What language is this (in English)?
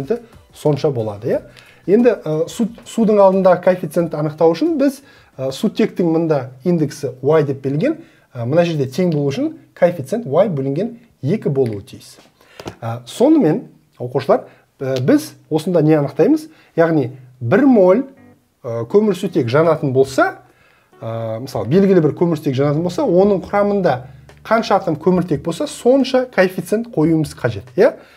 Kazakh